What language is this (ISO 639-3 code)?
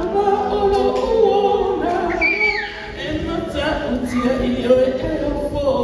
smo